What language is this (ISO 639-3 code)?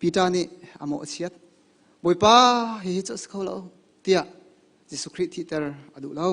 cnh